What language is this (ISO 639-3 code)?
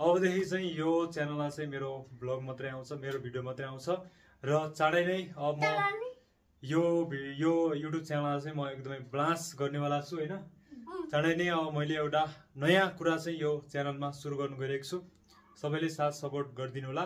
nep